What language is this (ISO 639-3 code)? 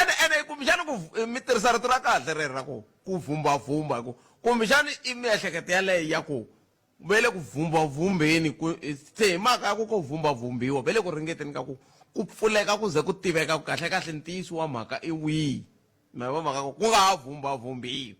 tso